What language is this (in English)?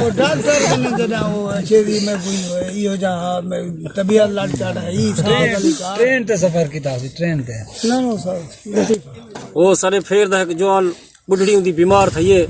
Saraiki